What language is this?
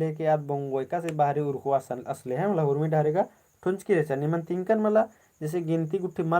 Kurukh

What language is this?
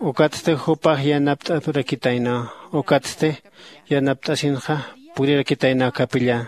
Aymara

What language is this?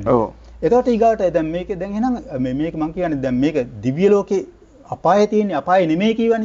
Sinhala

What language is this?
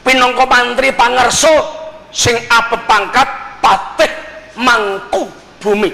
Javanese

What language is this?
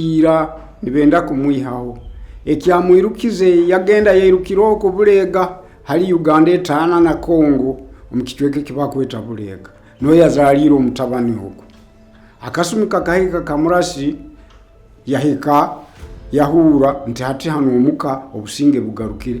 Nyoro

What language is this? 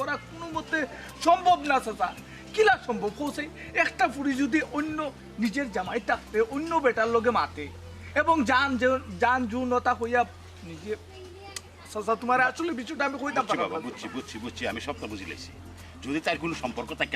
Sylheti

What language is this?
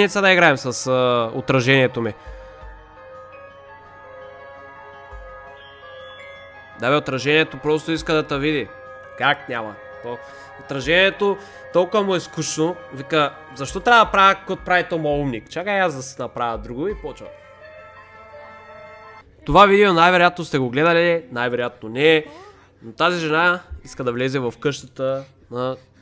Bulgarian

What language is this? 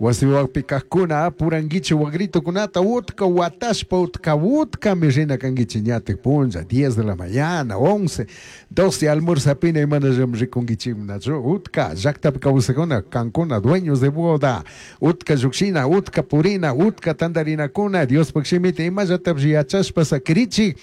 Chimborazo Highland Quichua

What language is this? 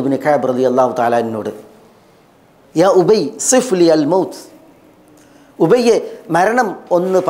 Malayalam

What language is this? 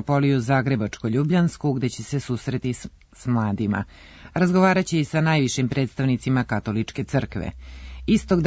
Serbian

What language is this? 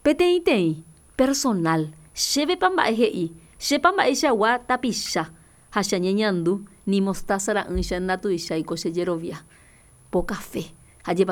Guarani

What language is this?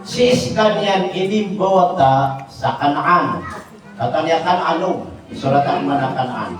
Maranao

